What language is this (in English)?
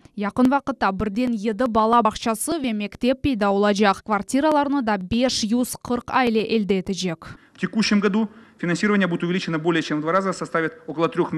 Crimean Tatar